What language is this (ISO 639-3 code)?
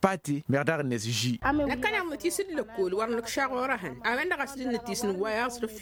taq